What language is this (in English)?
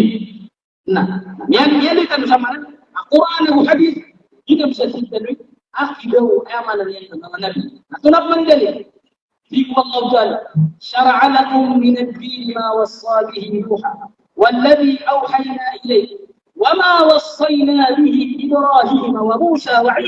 Maranao